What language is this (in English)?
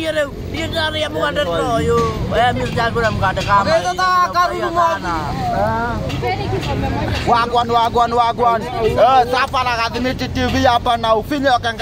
Kikuyu